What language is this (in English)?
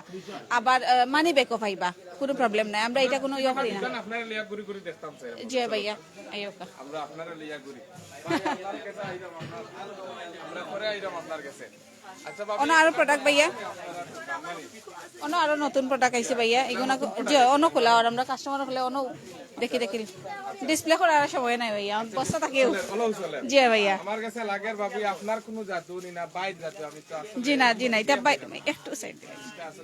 Sylheti